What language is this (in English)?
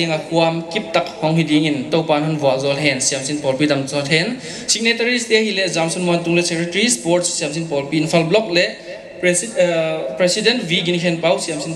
Paite Chin